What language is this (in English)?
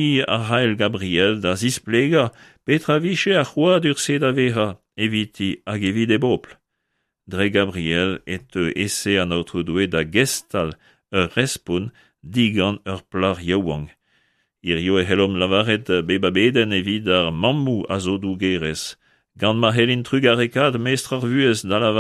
Breton